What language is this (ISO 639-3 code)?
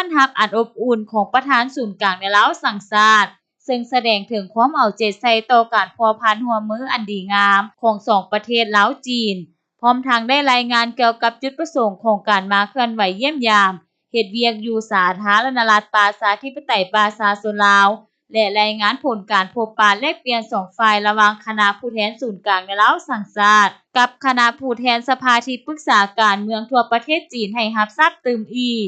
lao